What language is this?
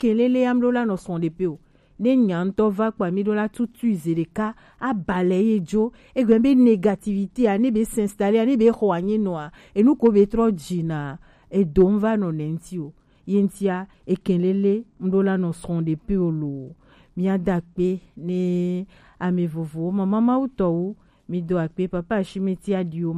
Gen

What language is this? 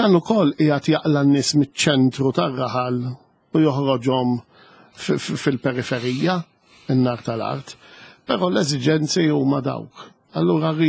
Maltese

